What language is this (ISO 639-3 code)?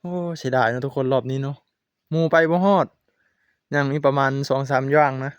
tts